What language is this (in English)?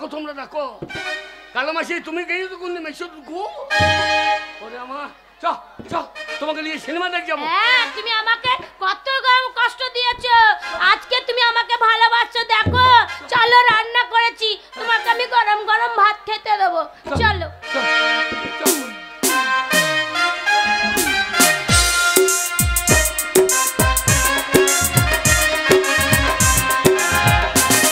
Bangla